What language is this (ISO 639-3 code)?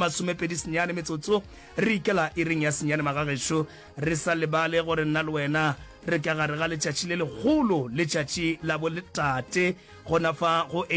nso